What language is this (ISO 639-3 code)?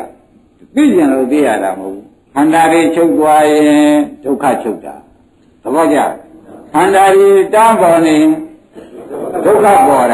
mya